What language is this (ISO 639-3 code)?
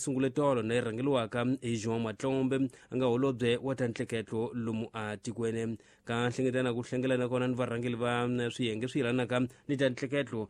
tso